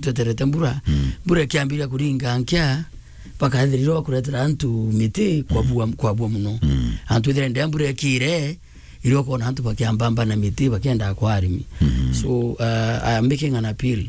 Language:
Meru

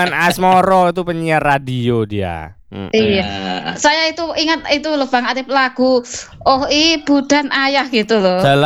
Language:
Indonesian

